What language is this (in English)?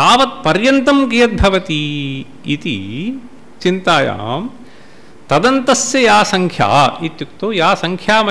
Sanskrit